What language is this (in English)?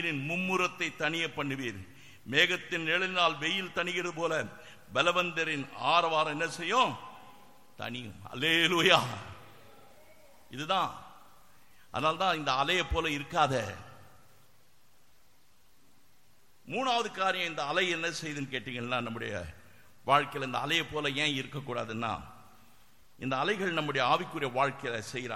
Tamil